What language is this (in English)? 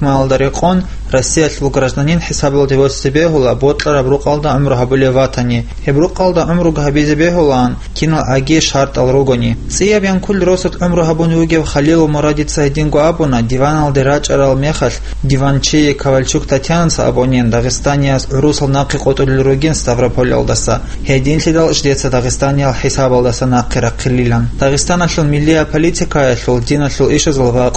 Avaric